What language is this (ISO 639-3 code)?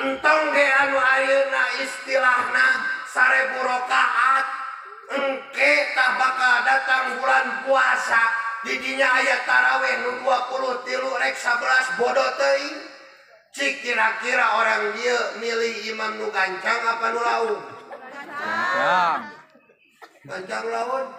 sun